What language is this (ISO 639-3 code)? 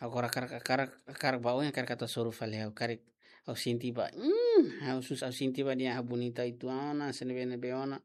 tet